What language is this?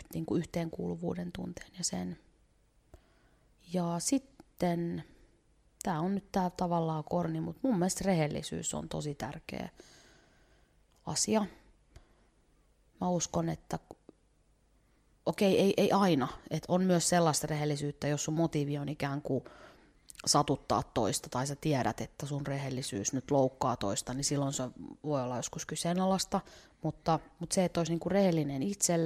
Finnish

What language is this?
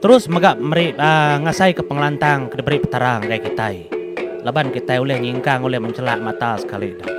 Iban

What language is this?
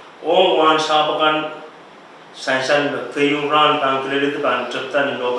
Pohnpeian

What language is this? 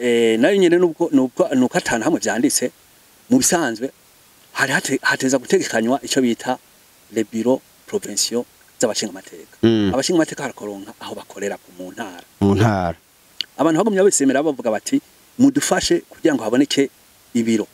Rundi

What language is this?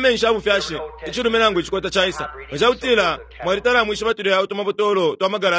Bemba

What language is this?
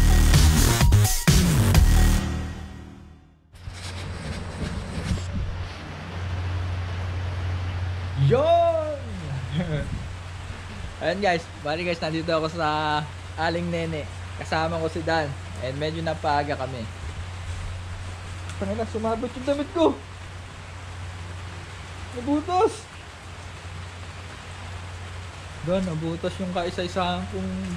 Filipino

